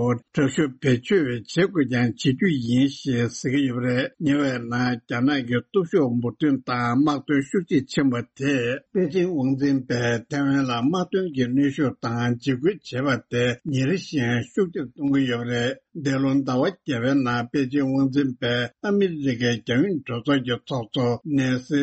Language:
Tibetan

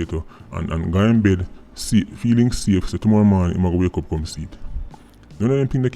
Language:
Jamaican Creole English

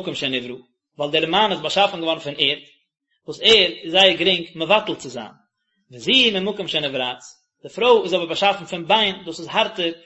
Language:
Yiddish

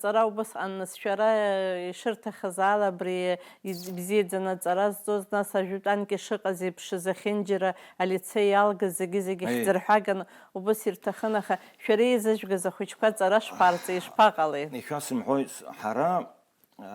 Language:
Abkhazian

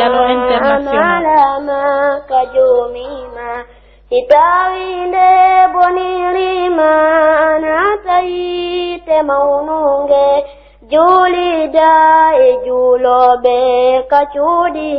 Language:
Pular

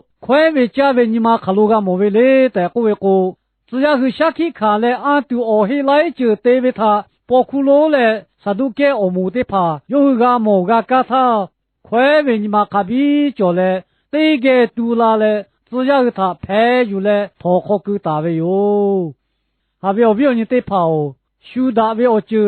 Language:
Lahu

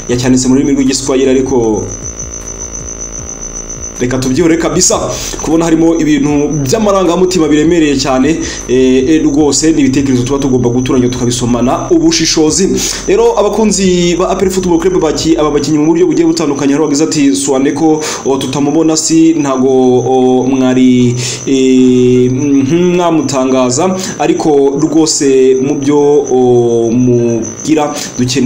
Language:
Kinyarwanda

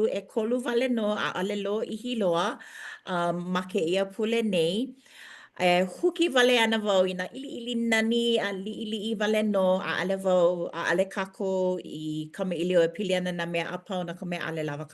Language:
Hawaiian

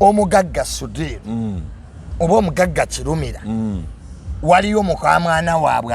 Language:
Ganda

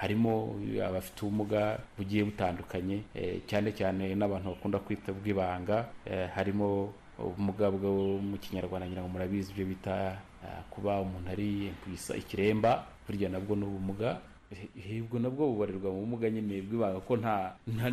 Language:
Kinyarwanda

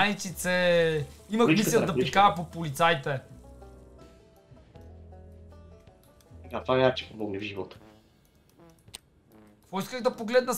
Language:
Bulgarian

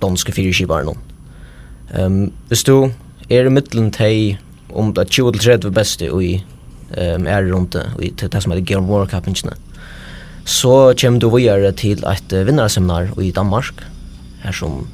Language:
Faroese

